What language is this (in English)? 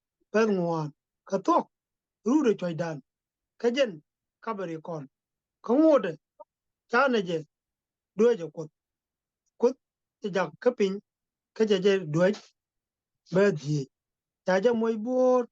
Nuer